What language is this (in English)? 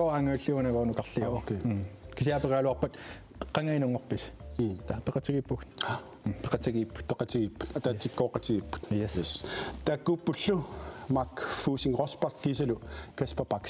Kalaallisut